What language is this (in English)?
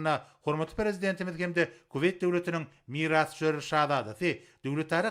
Turkmen